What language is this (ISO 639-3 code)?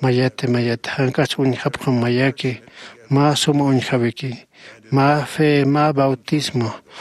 aym